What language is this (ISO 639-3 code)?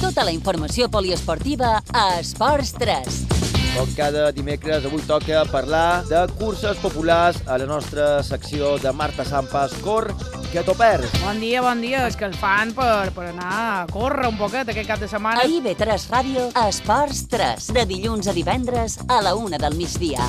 cat